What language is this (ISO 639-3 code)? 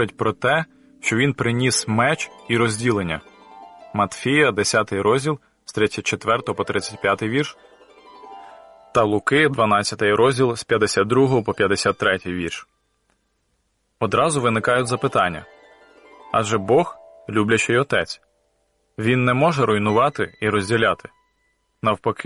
ukr